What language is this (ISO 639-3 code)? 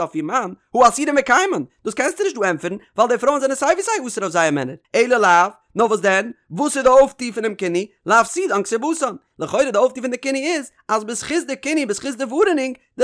yid